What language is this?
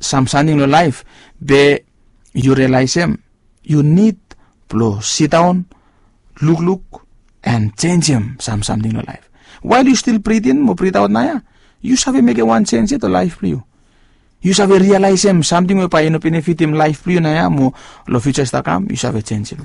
Bislama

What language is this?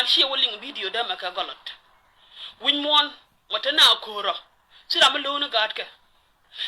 Nuer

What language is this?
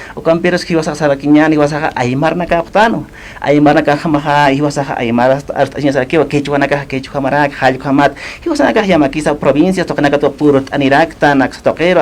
Aymara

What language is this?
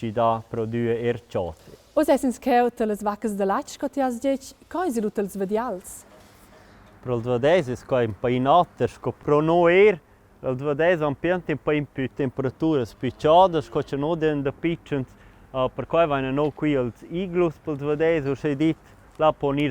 Romansh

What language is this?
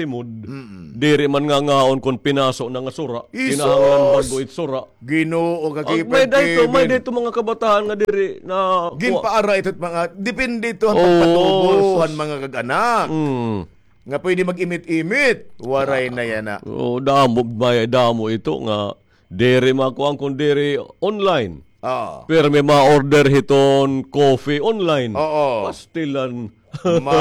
Waray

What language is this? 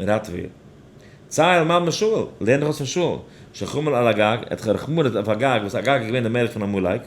Yiddish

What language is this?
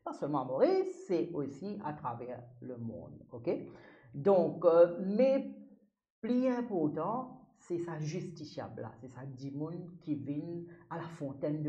Morisyen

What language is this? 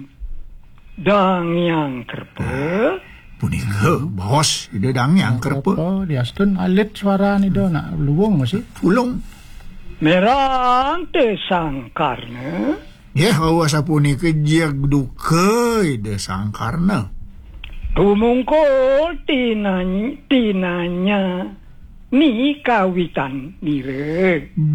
Balinese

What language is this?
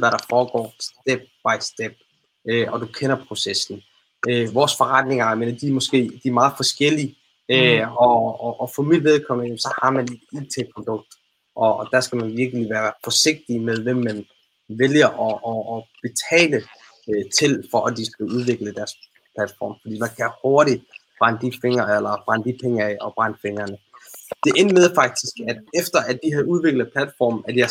Danish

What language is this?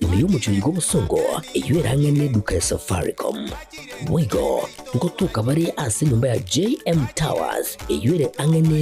Gusii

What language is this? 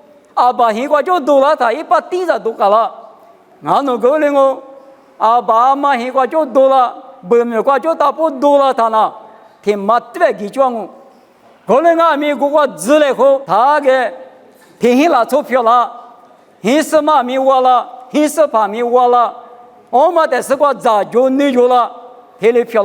Lisu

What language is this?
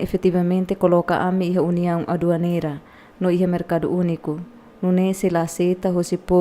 Tetum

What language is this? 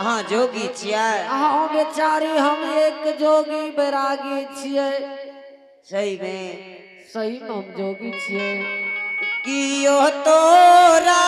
Angika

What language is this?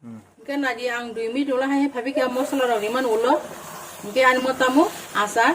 Kok Borok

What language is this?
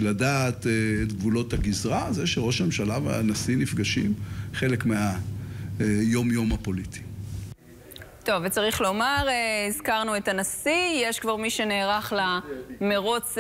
Hebrew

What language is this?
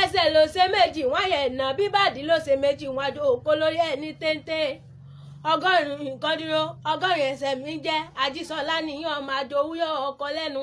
Yoruba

